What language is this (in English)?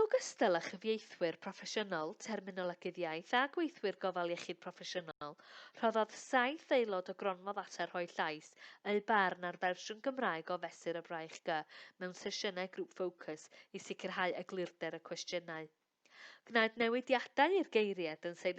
Welsh